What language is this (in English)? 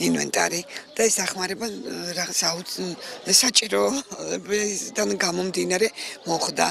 Georgian